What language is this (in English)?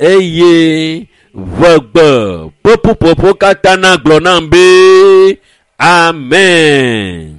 Ewe